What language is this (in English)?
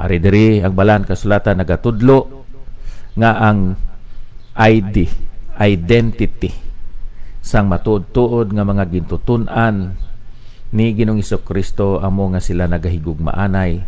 Hiligaynon